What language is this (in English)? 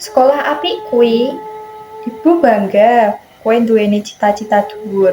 Javanese